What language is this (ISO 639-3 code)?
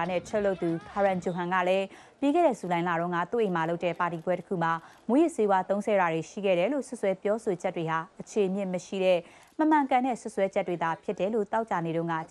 mya